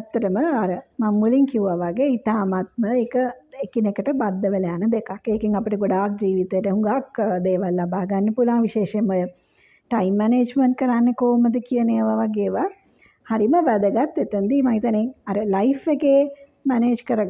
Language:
Sinhala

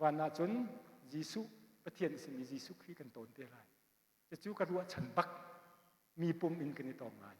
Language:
Hakha Chin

